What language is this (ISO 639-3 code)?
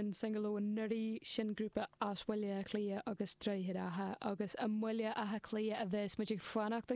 gle